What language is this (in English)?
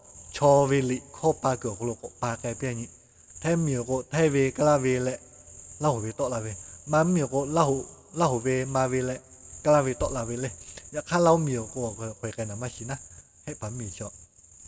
Lahu